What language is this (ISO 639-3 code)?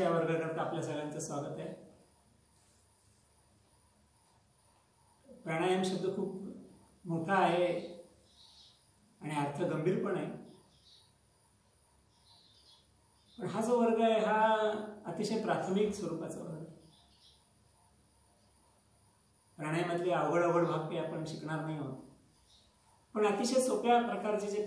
mar